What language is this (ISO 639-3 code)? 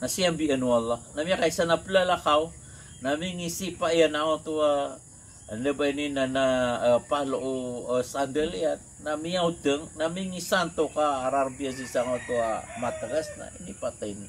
mrw